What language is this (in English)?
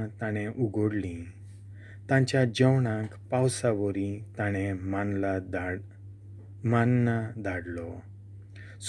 Konkani